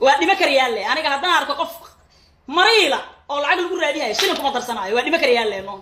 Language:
Somali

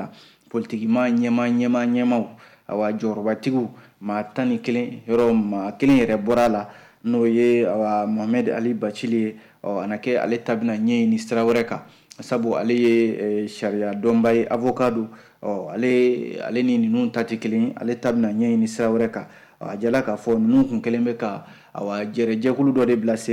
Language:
Bambara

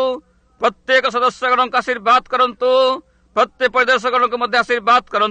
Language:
Odia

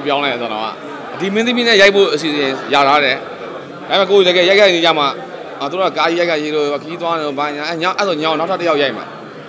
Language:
Burmese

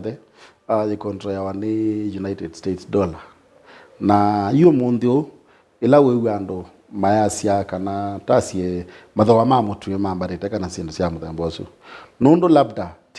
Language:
Kamba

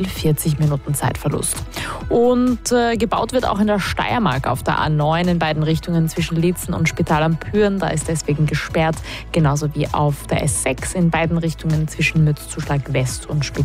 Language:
German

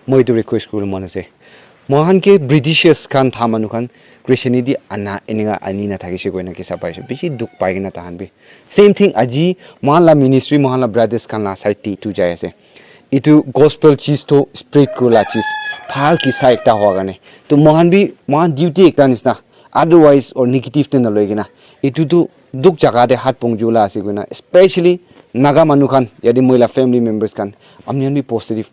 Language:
Naga Pidgin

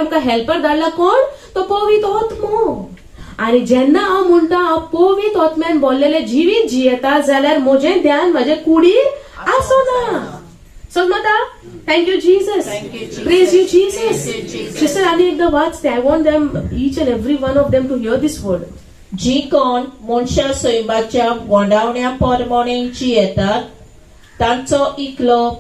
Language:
Konkani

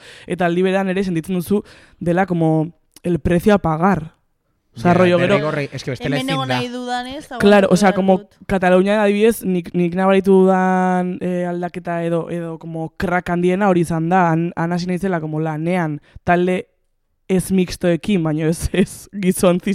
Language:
Basque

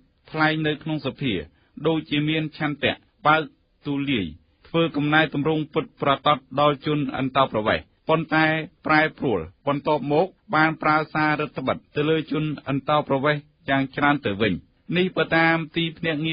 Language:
Khmer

